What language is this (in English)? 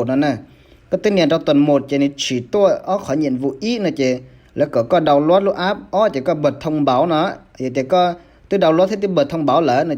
Hmong